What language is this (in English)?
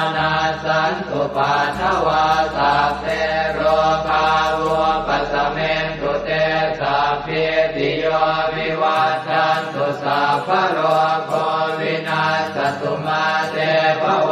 Pali